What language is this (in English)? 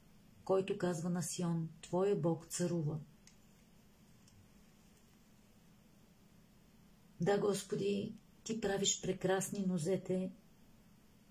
Bulgarian